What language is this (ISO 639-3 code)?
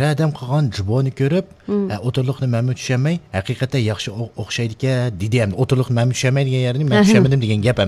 uig